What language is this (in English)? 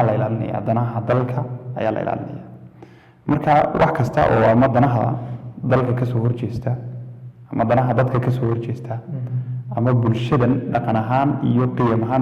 Somali